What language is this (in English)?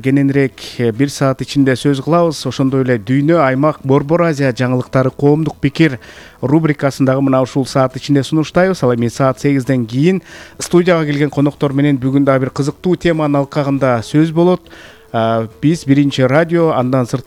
Kyrgyz